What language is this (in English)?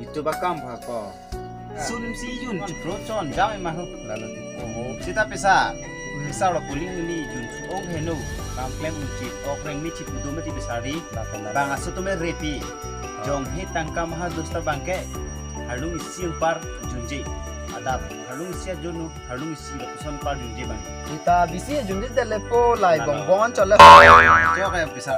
Karbi